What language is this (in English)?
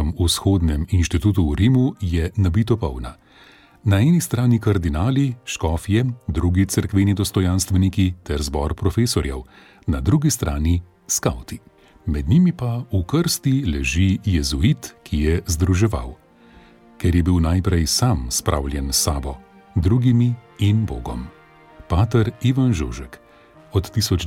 Slovenian